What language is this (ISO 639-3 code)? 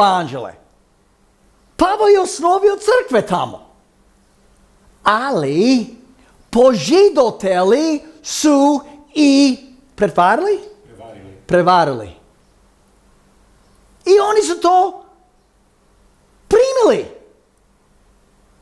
hrv